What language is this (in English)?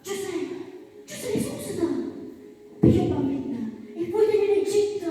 Neapolitan